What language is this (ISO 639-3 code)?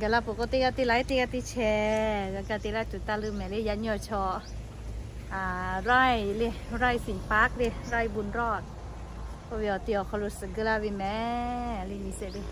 lhu